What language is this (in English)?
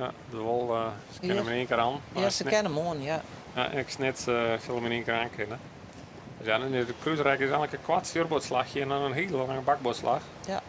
Western Frisian